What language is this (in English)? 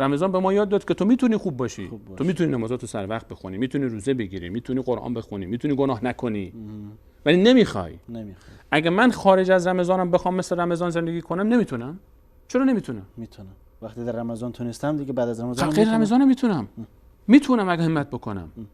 Persian